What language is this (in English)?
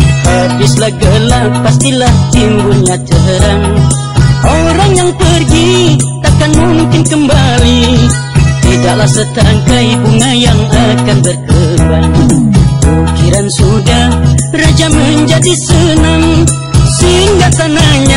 Malay